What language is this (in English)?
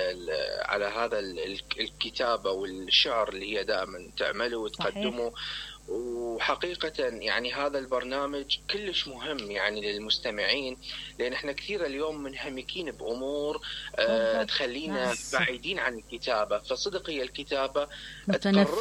Mesopotamian Arabic